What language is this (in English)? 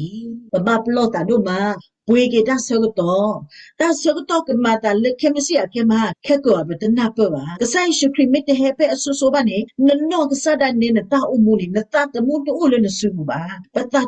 S'gaw Karen